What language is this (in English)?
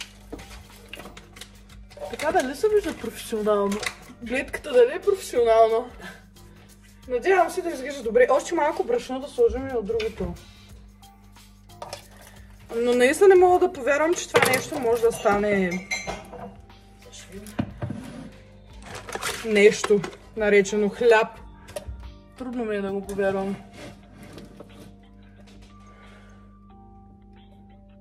Bulgarian